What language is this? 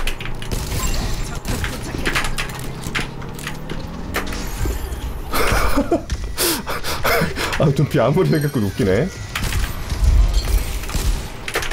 Korean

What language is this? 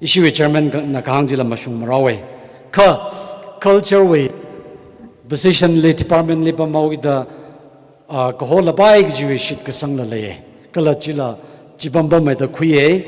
Tangkhul Naga (India)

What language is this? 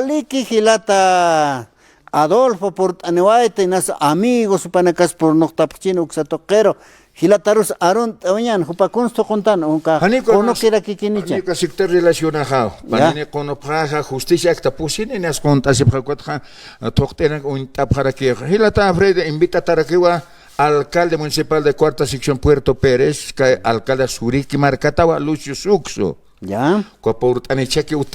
Aymara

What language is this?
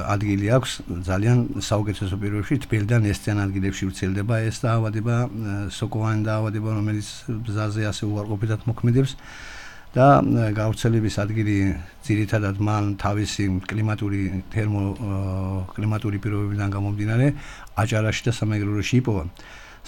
Georgian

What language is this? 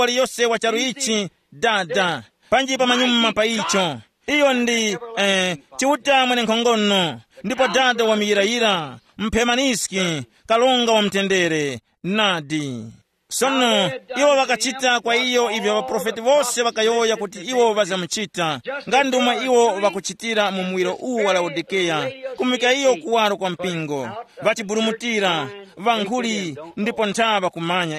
Tumbuka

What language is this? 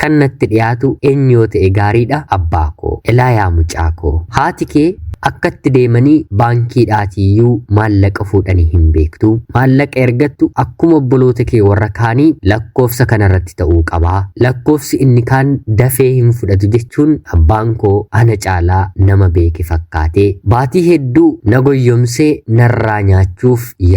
Oromo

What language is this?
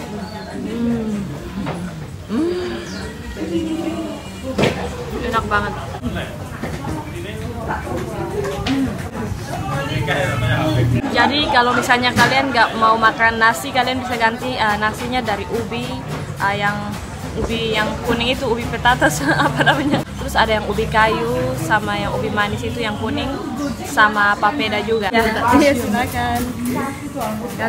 Indonesian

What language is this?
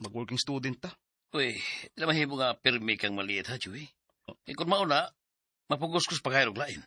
Cebuano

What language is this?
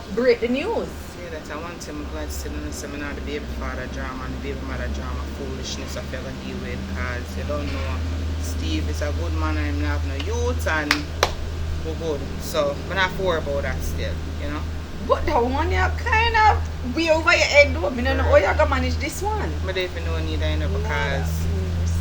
Jamaican Creole English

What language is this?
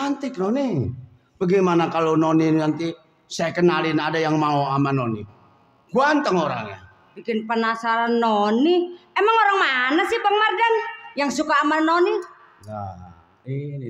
Betawi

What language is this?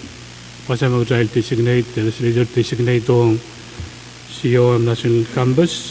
Pohnpeian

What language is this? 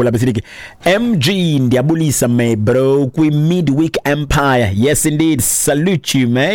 Xhosa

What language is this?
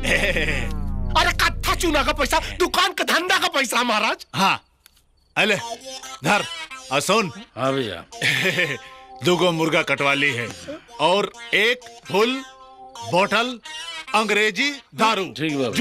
Bhojpuri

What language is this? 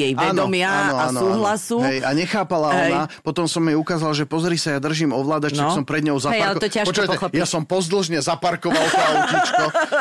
Slovak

